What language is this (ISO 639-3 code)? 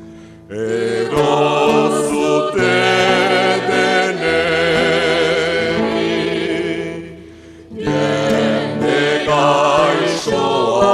eus